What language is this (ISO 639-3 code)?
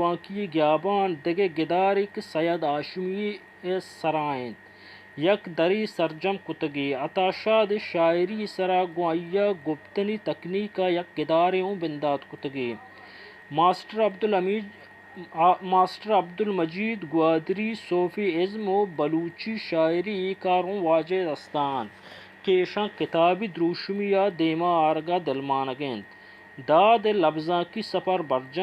bal